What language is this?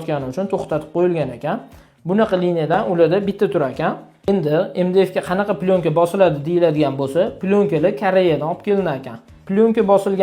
Uzbek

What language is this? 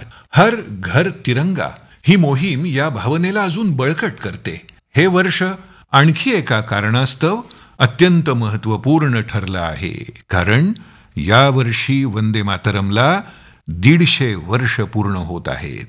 Marathi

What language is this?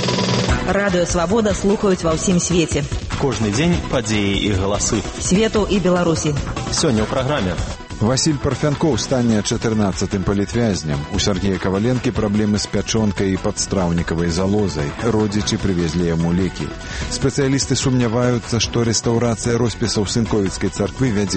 Belarusian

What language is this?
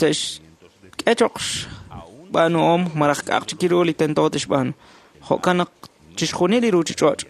Kekchí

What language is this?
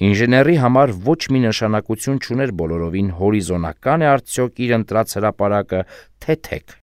Armenian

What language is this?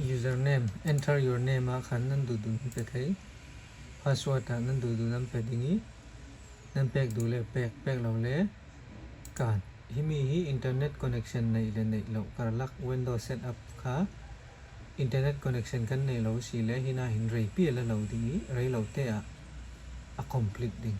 Falam Chin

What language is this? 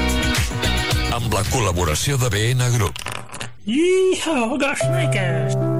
Catalan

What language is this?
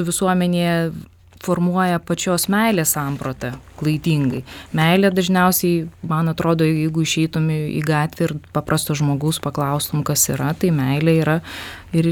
Lithuanian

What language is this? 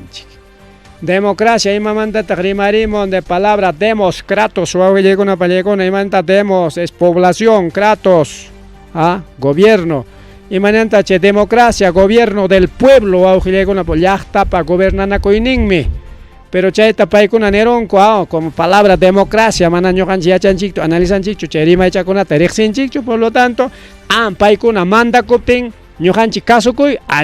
Ayacucho Quechua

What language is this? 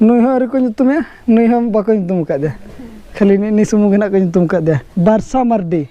Santali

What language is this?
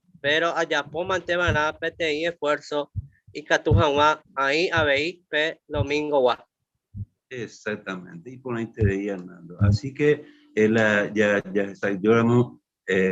Guarani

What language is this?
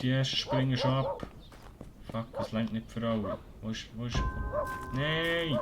Swiss German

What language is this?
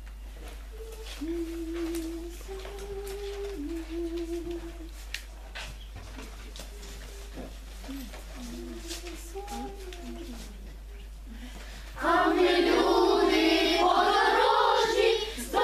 Ukrainian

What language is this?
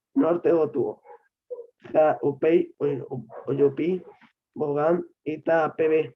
Guarani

